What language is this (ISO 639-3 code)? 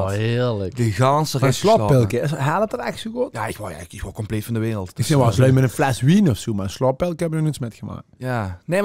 lim